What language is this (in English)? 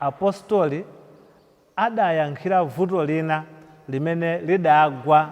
Nyanja